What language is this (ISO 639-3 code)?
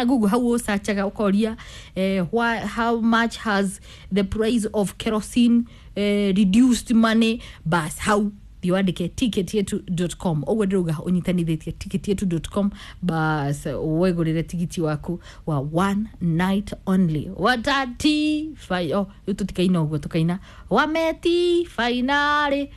kik